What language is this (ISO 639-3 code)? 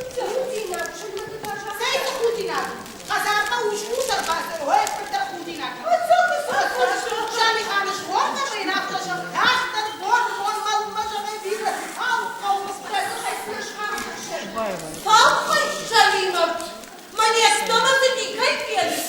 oss